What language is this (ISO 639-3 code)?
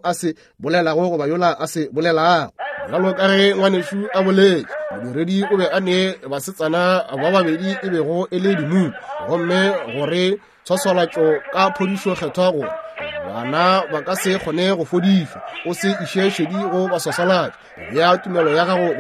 nso